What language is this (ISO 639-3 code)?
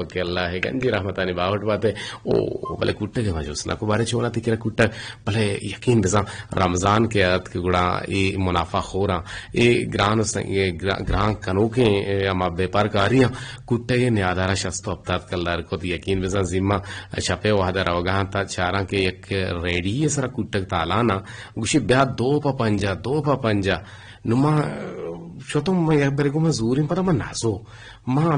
bgp